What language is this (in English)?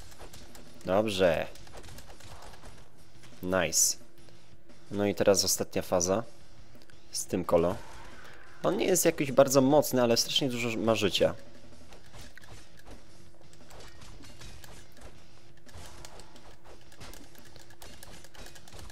Polish